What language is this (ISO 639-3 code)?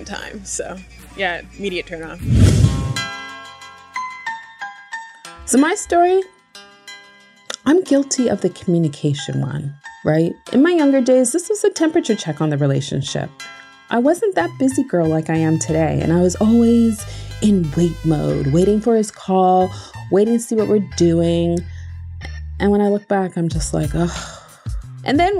eng